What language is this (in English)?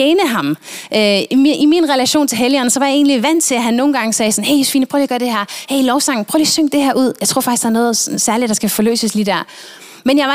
Danish